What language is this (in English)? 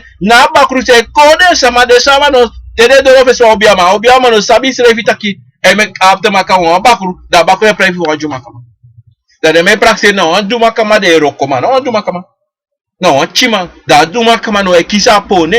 Sranan Tongo